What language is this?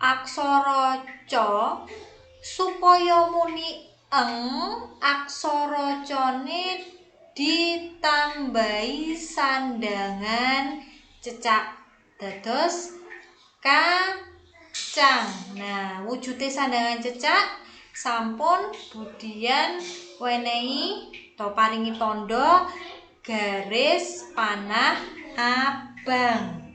Javanese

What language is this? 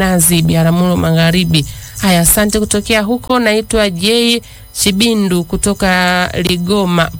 Swahili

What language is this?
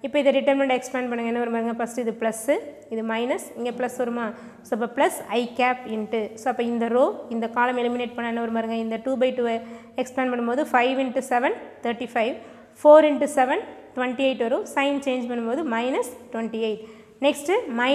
Tamil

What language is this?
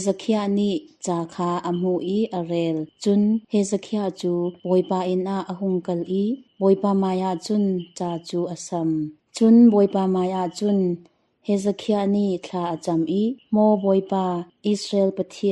Hakha Chin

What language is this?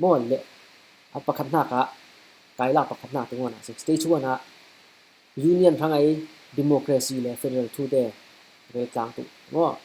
Falam Chin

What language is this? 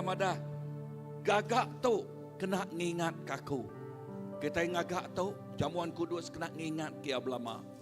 Iban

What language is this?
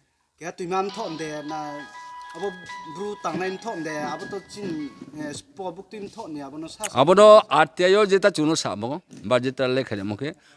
Riang (India)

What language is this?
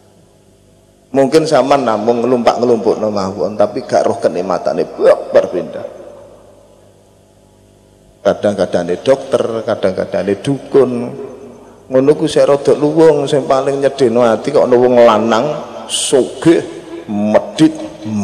Javanese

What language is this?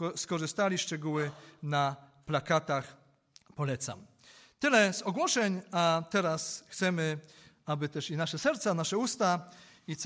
Polish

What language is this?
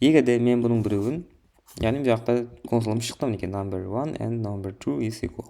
Kara-Kalpak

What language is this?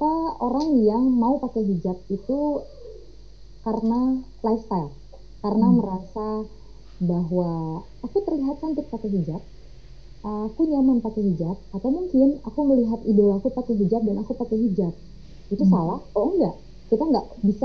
Indonesian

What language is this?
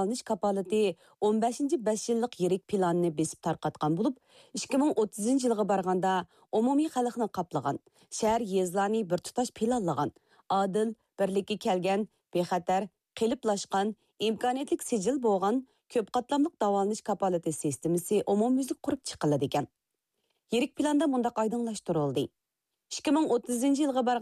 Uyghur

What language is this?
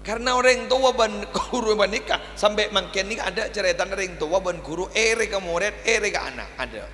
Madurese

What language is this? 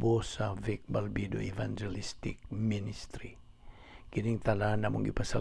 Cebuano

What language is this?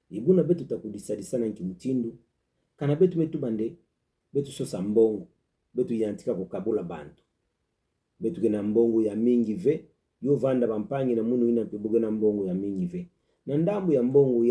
Kituba (Democratic Republic of Congo)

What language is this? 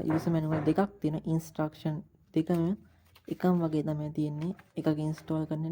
Sinhala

